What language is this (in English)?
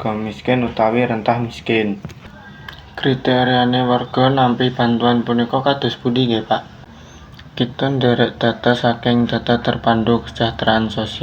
Javanese